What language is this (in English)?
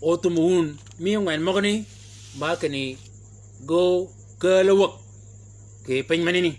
Shilluk